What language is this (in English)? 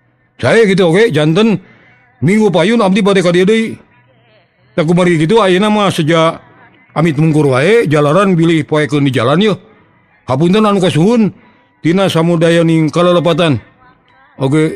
Sundanese